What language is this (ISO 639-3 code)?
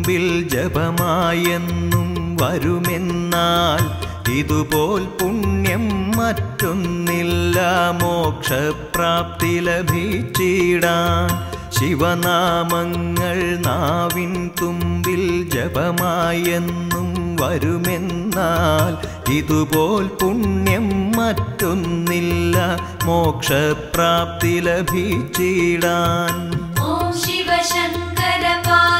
mal